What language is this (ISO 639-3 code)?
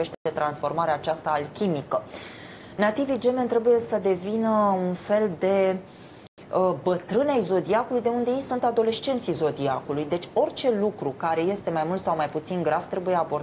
ron